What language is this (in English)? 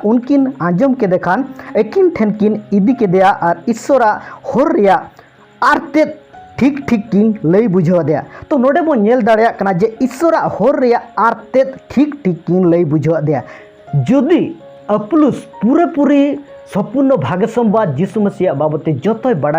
Santali